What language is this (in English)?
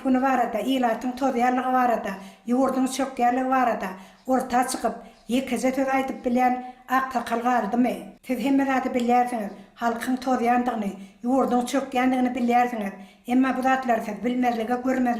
Turkmen